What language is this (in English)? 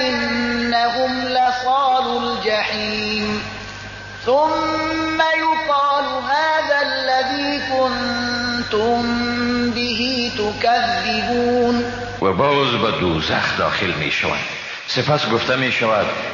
Persian